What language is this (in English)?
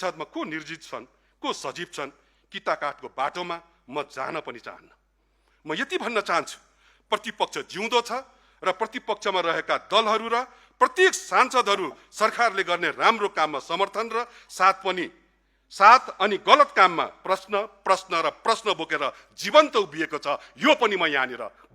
Nepali